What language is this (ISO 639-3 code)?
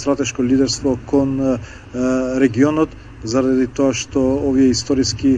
mkd